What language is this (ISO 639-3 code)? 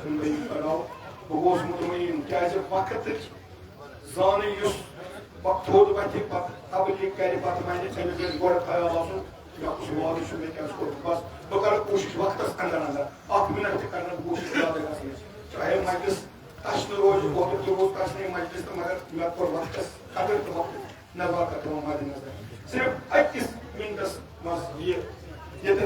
kas